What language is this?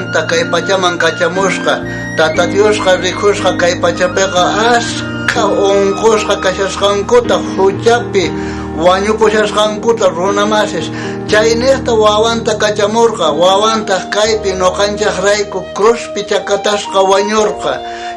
South Bolivian Quechua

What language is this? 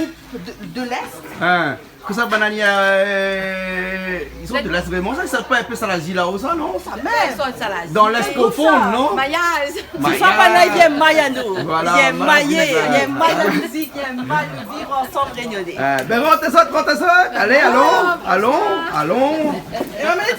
Réunion Creole French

